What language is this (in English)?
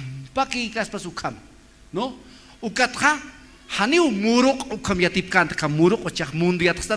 Aymara